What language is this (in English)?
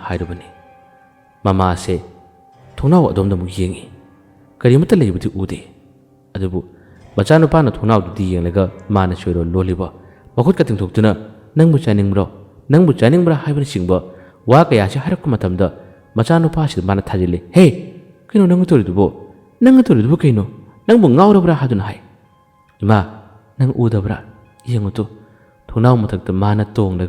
Manipuri